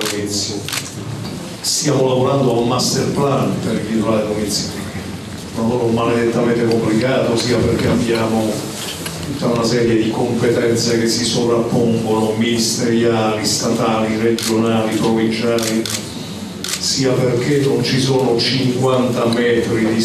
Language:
Italian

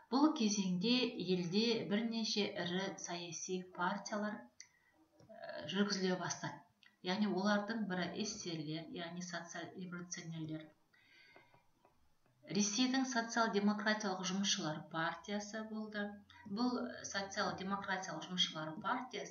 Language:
Kazakh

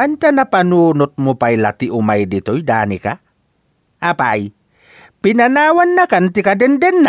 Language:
Iloko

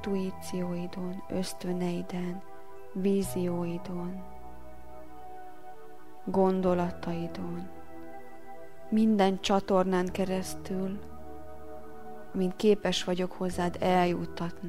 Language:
Hungarian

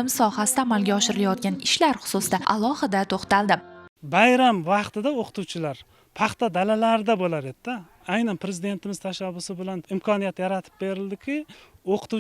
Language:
Uzbek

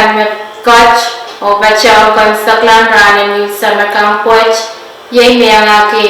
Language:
Pohnpeian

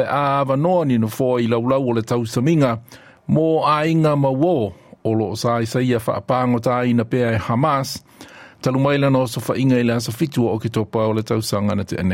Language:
Samoan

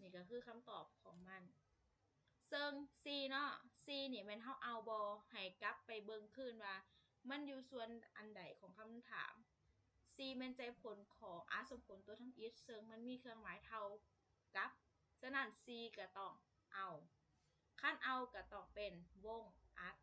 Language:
Lao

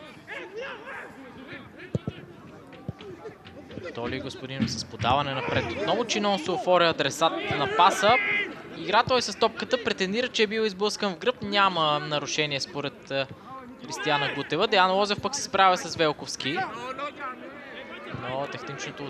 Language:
Bulgarian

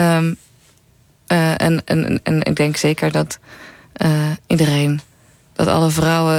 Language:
Dutch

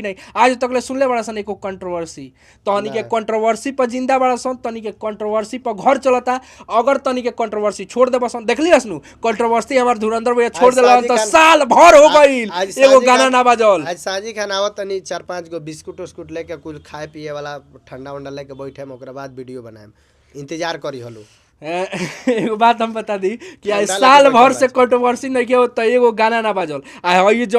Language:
Bhojpuri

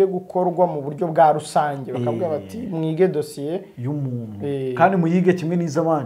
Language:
Kinyarwanda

